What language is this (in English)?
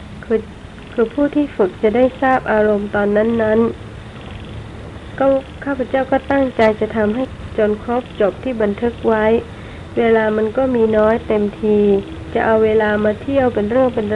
Thai